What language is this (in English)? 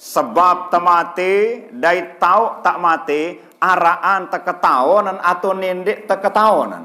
Sasak